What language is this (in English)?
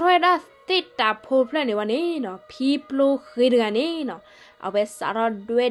S'gaw Karen